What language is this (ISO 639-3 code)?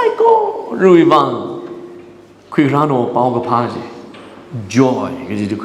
nmf